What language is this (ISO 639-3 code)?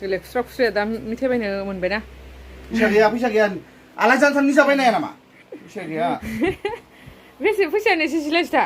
brx